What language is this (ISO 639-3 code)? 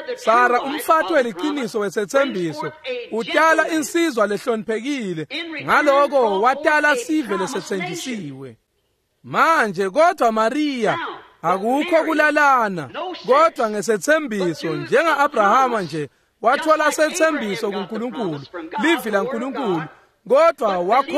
ssw